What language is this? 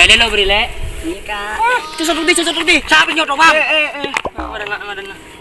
Madurese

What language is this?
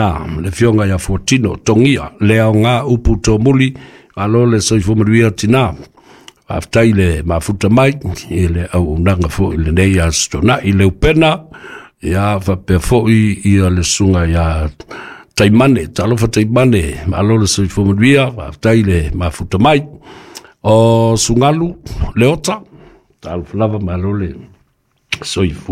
Samoan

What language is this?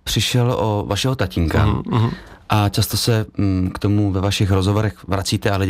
Czech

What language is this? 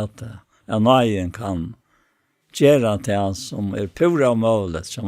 Faroese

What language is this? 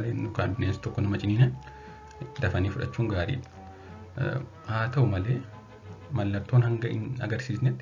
Oromo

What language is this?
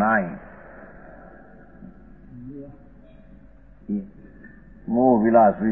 Gujarati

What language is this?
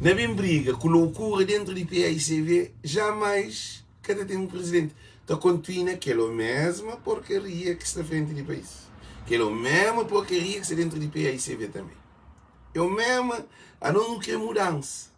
Kabuverdianu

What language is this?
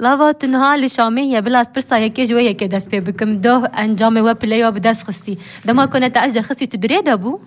Kurdish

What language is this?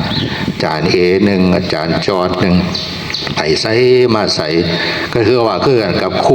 Northeastern Thai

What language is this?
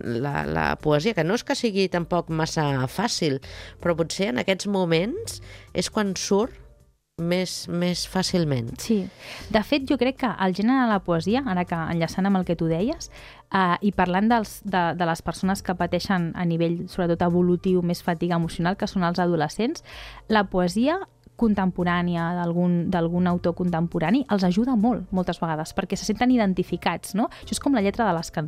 Catalan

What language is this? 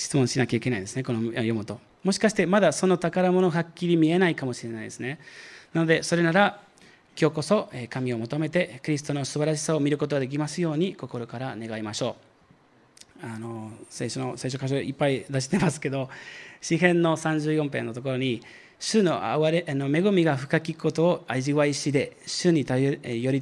Japanese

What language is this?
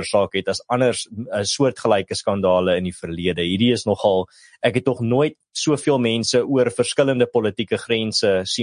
Afrikaans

